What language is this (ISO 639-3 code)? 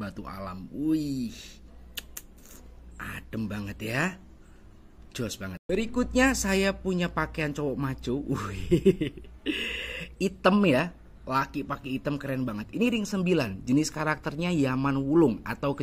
ind